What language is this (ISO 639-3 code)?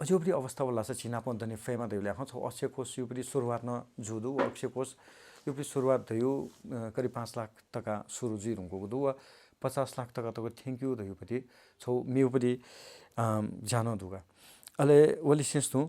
new